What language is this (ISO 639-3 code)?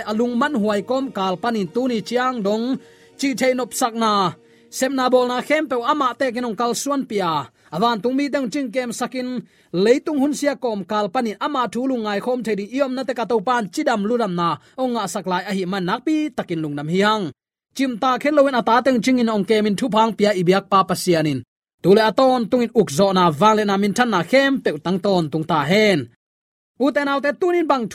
ctd